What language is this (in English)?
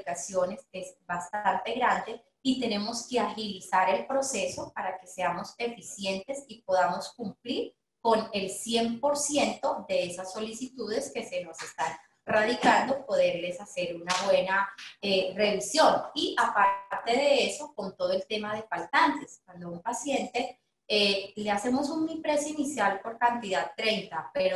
Spanish